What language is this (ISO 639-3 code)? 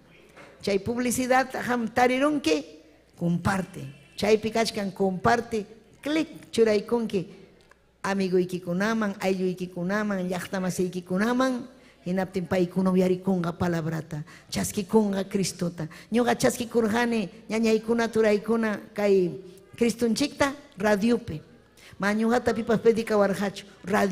quy